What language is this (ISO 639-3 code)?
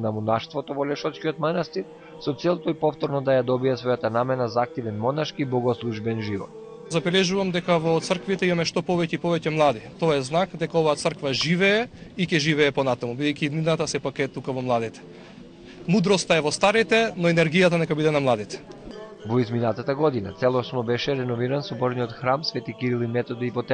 mkd